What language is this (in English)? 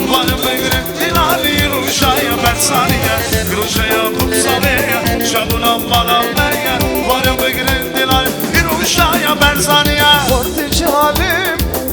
Kurdish